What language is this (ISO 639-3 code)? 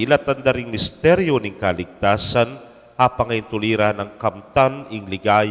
pam